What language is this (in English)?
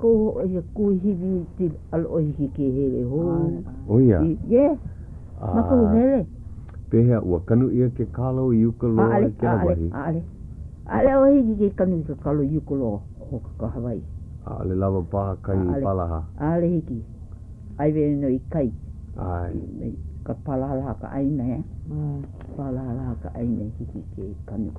Hawaiian